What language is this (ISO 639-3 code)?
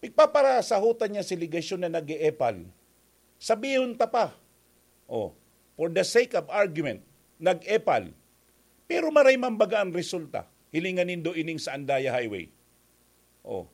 bik